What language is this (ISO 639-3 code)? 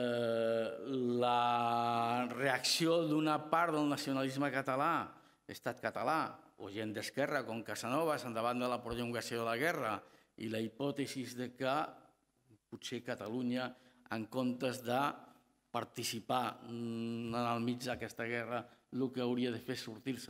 cat